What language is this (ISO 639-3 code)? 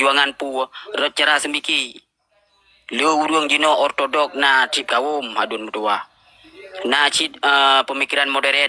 ace